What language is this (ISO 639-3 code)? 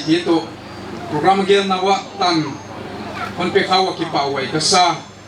pck